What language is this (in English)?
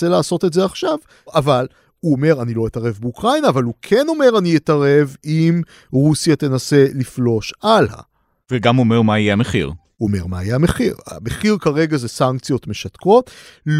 Hebrew